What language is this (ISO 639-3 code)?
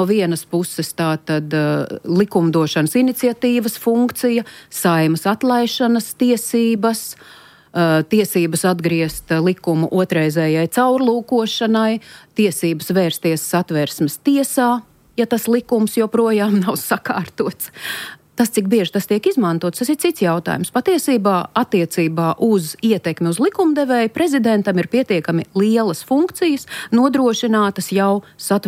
lav